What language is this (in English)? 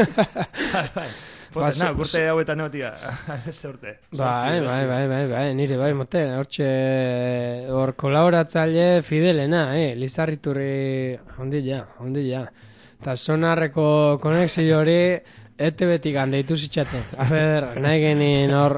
Basque